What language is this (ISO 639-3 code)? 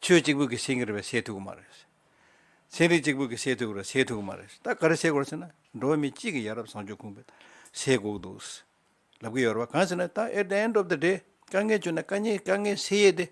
bod